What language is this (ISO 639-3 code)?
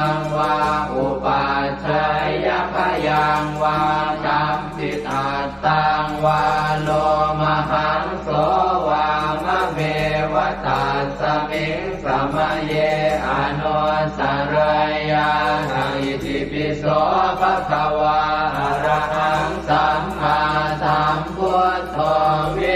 pli